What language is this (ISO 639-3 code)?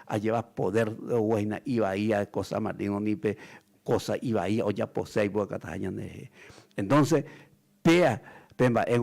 grn